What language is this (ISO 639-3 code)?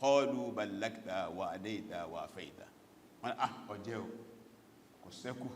yor